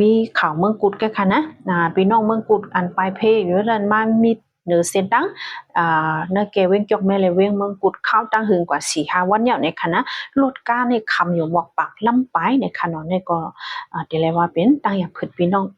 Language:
Shan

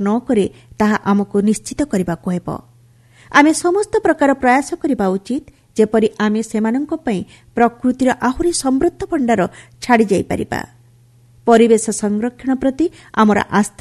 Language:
Odia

